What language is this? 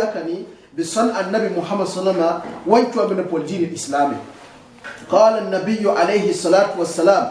Gourmanchéma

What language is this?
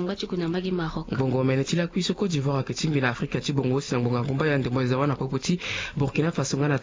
Sango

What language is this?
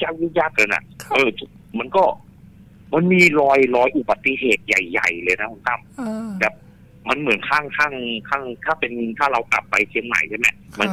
Thai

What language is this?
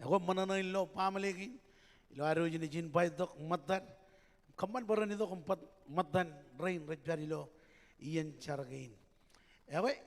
Marshallese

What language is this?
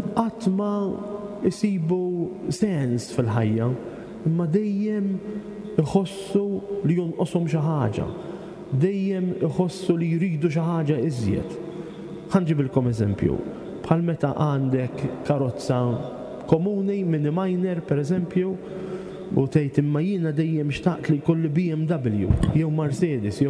Maltese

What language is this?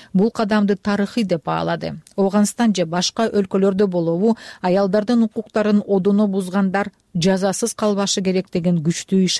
Kyrgyz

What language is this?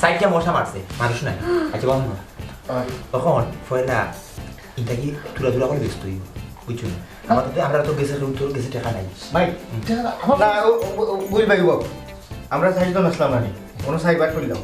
Sylheti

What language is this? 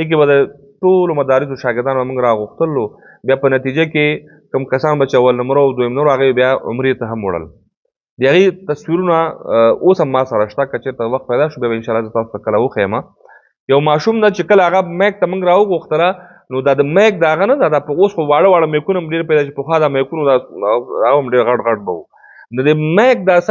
Pashto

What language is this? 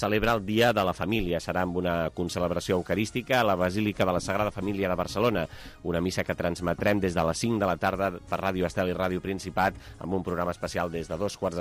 Catalan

